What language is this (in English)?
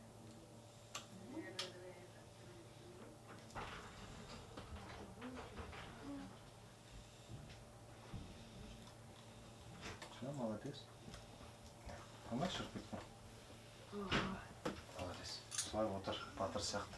Kazakh